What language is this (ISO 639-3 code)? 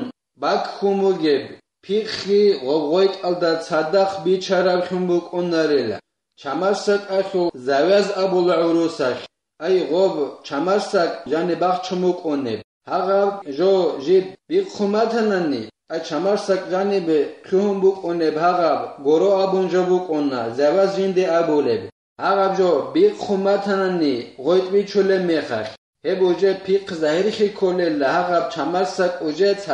ava